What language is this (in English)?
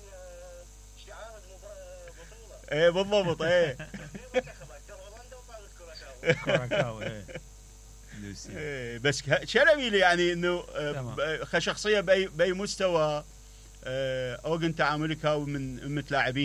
Mesopotamian Arabic